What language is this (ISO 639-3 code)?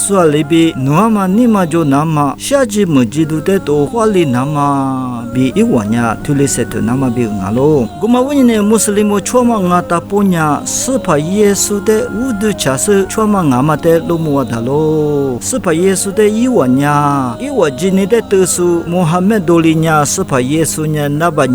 lis